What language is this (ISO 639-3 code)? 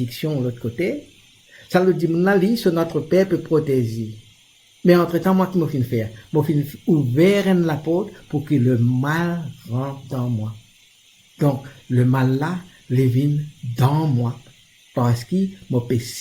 mfe